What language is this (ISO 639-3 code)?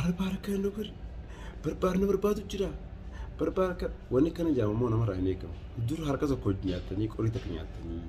orm